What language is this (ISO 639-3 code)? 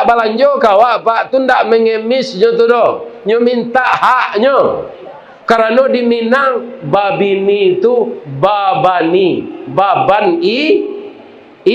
min